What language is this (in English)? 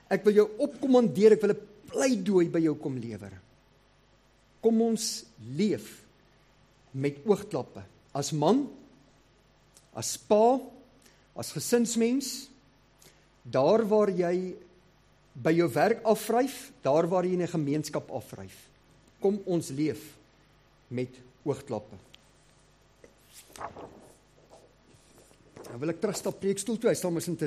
Afrikaans